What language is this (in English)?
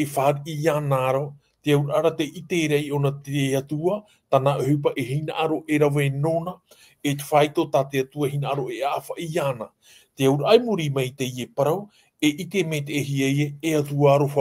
Tahitian